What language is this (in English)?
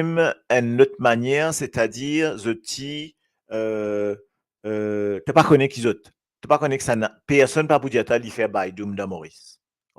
Morisyen